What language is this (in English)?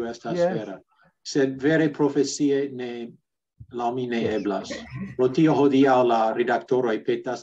Esperanto